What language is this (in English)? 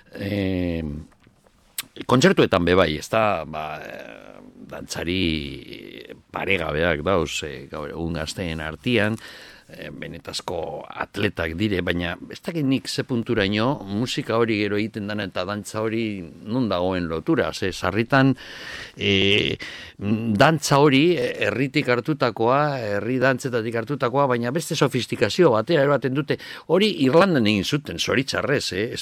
Basque